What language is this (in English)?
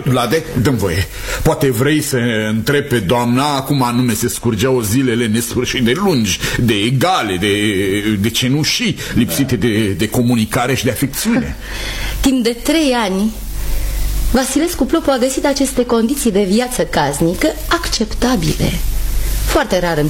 Romanian